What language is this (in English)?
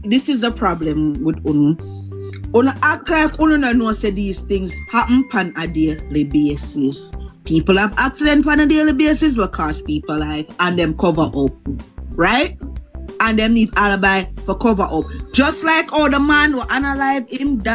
Jamaican Creole English